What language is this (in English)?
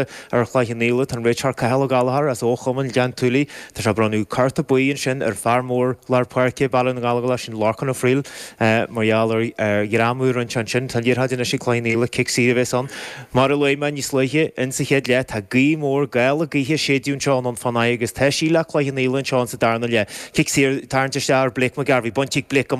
Irish